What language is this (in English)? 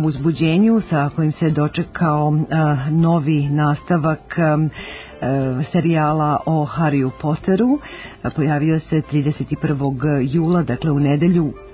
Serbian